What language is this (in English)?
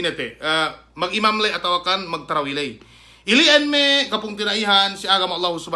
Yakan